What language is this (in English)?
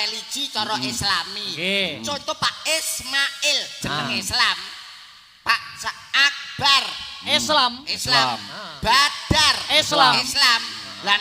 Javanese